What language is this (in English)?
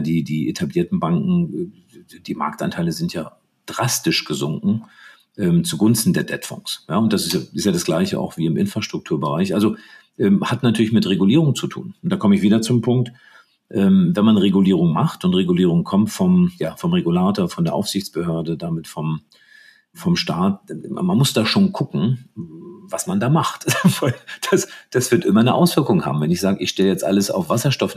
German